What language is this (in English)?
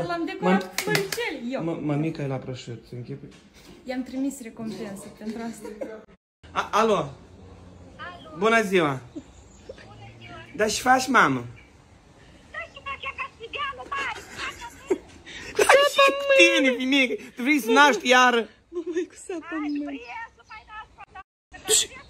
Romanian